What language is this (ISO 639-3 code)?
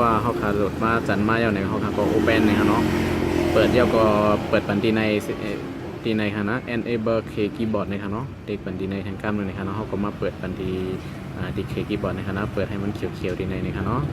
shn